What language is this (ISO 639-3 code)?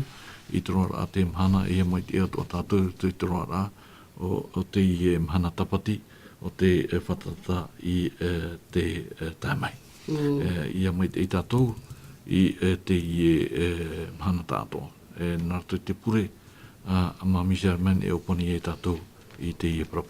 tah